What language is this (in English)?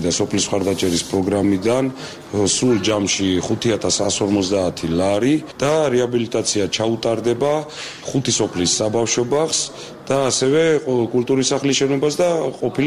Georgian